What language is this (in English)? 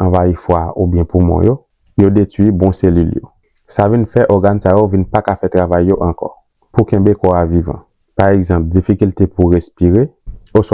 Haitian Creole